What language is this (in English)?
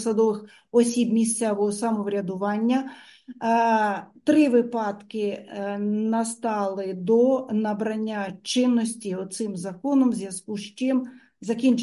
Ukrainian